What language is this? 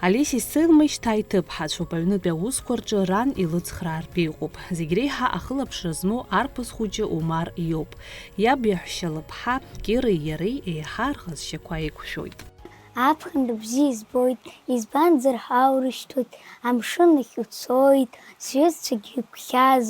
Abkhazian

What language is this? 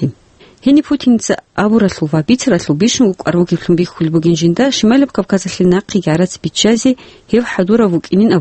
Avaric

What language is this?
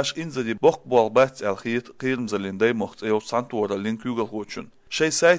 Chechen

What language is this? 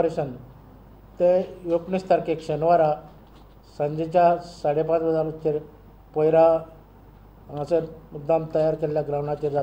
Konkani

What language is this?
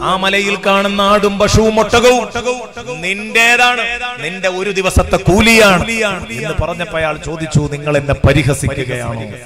Malayalam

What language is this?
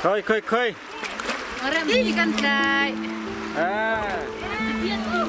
Hakha Chin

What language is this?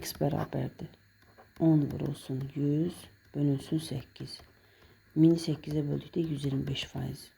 Azerbaijani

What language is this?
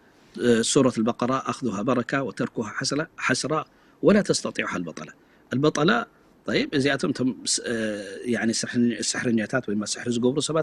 Tigrinya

